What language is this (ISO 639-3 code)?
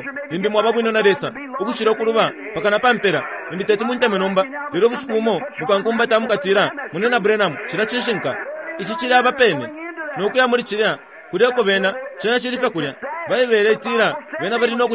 bem